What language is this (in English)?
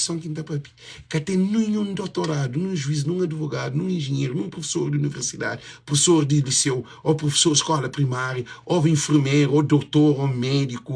Kabuverdianu